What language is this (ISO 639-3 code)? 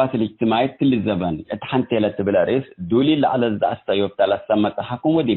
tig